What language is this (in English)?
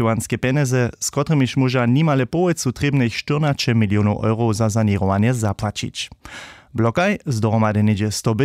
Upper Sorbian